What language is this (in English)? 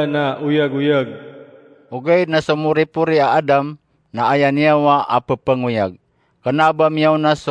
Maranao